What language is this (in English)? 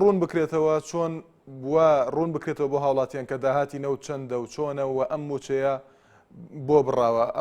Central Kurdish